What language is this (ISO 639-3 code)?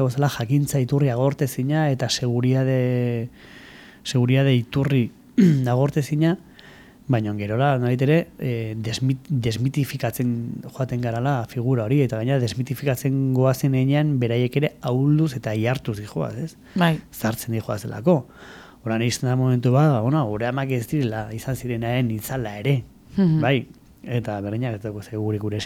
eus